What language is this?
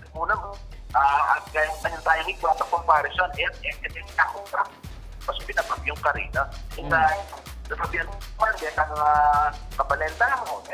Pampanga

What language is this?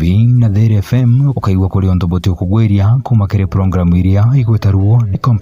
Meru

